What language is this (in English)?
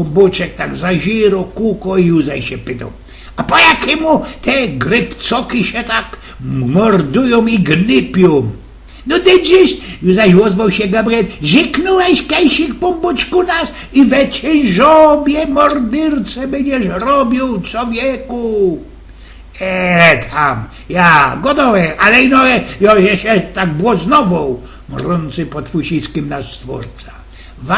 Silesian